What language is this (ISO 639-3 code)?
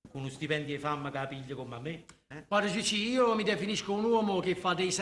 nap